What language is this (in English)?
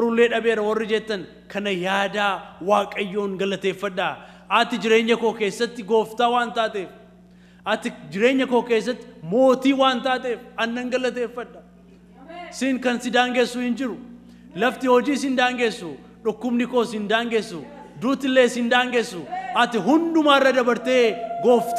Oromo